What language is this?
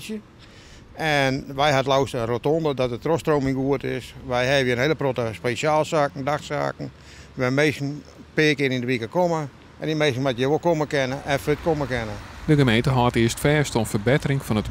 Western Frisian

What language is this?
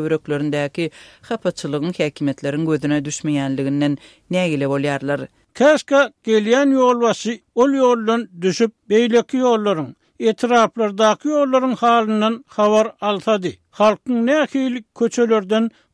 Turkmen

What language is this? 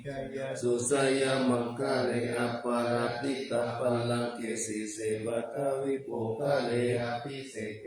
Pali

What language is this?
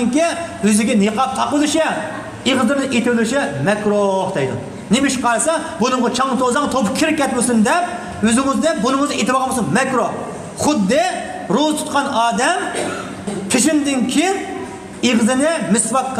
Uyghur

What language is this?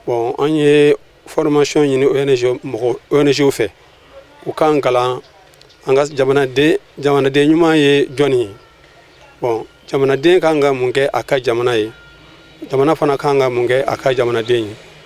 Bambara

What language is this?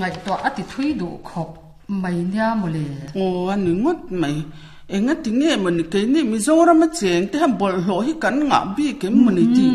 Mizo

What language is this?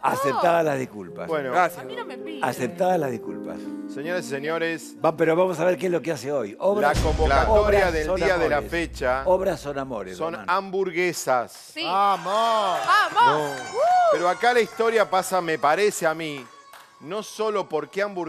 Spanish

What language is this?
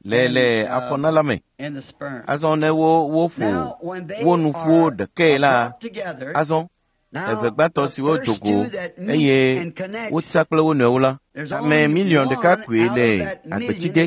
Ewe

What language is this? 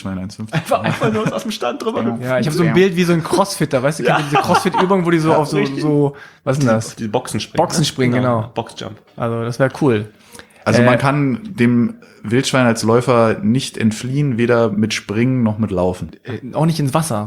German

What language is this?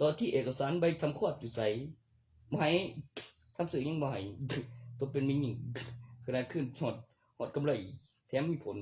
Northeastern Thai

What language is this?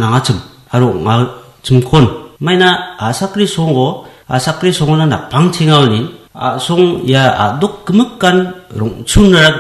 Garo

